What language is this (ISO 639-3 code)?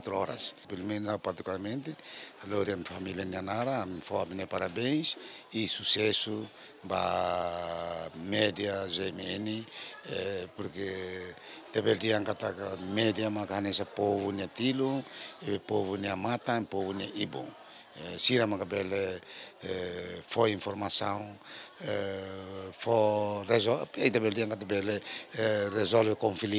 tet